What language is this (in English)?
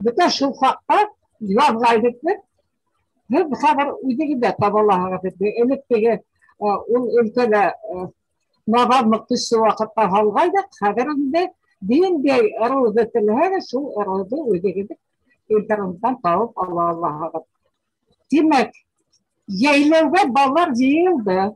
Bashkir